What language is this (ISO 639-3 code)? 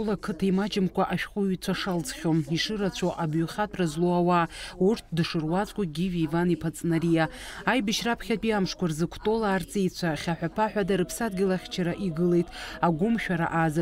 abk